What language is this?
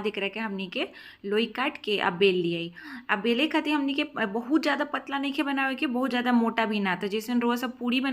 Bhojpuri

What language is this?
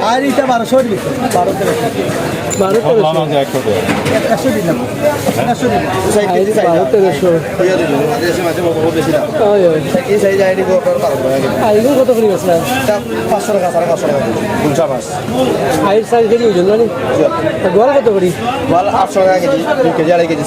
Sylheti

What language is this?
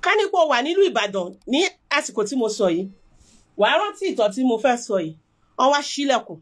Yoruba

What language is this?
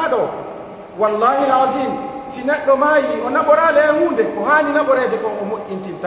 Pular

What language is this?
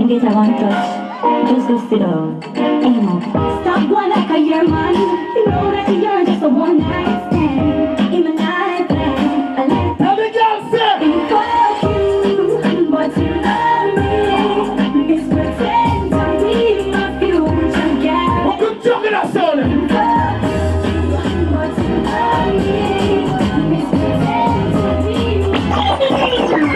Jamaican Creole English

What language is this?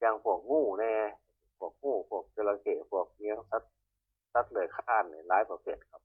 Northeastern Thai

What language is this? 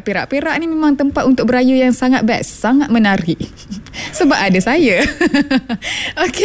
Malay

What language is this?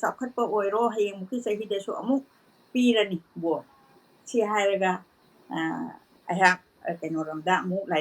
Manipuri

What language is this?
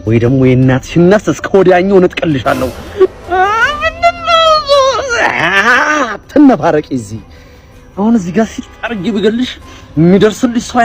Amharic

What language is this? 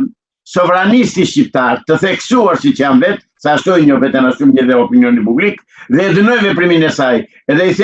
Albanian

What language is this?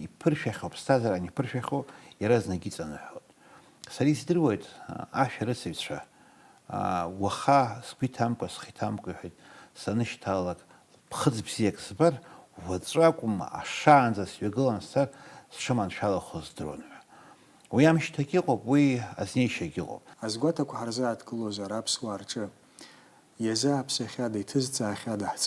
Abkhazian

